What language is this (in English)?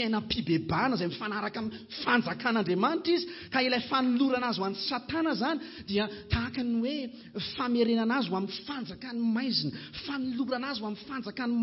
Malagasy